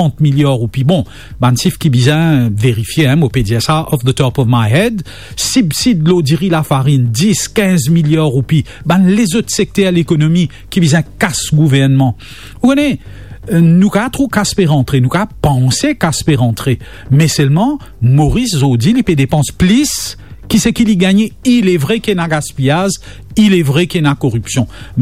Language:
Morisyen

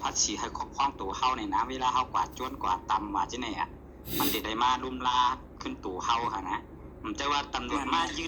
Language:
Shan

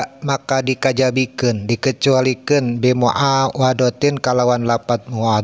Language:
Sundanese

